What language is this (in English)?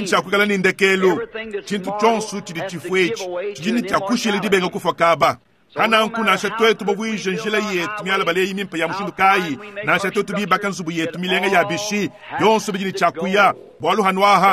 Luba-Lulua